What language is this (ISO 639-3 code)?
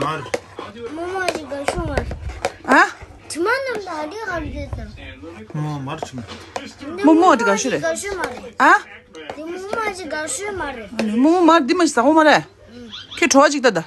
bod